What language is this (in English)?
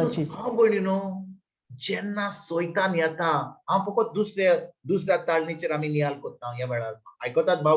Konkani